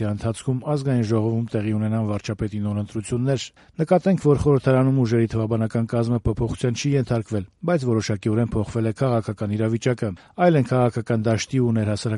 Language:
Armenian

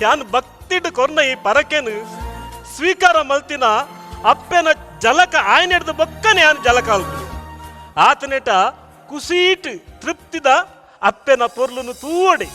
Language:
Tulu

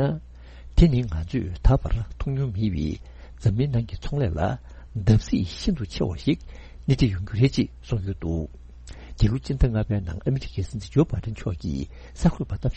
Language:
Tibetan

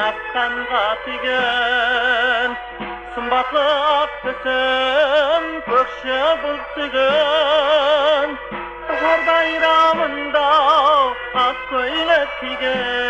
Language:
Kara-Kalpak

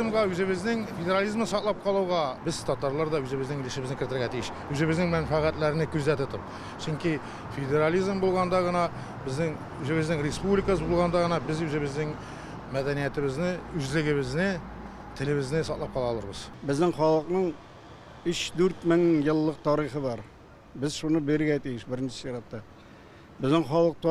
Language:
Tatar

